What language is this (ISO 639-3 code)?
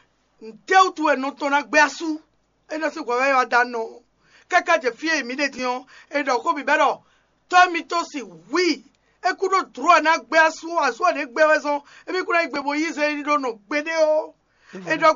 fon